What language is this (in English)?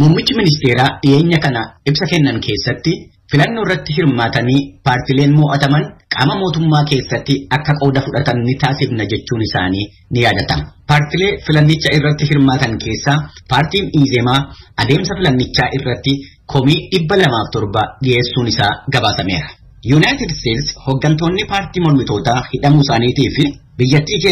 Oromo